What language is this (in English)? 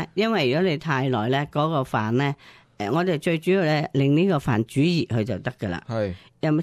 Cantonese